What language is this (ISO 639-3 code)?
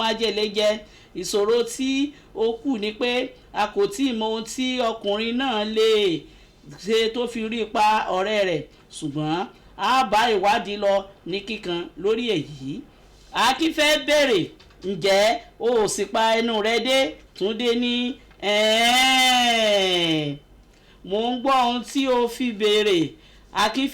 yor